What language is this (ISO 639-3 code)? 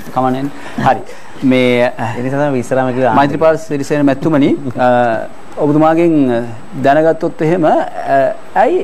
sin